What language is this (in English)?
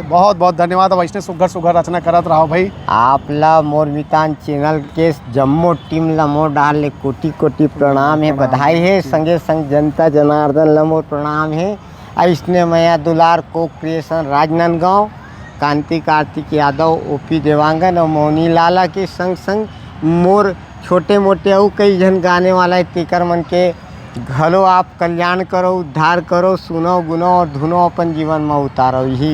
Chhattisgarhi